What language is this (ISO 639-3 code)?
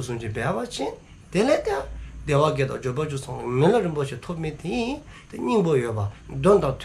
dzo